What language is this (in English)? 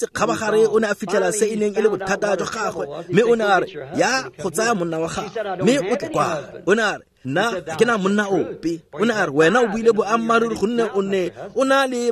Tswana